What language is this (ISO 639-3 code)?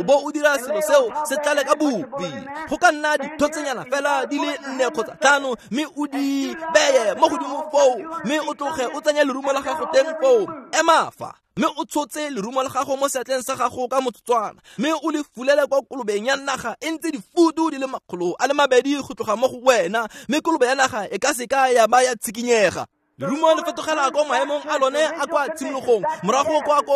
tsn